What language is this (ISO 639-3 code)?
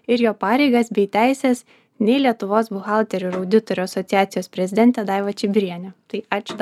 lit